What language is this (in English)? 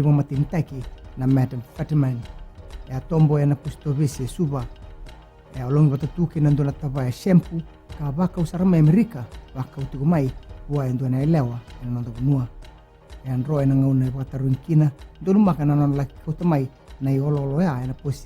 Fijian